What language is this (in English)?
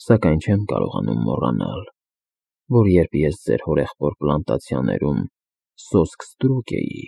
Armenian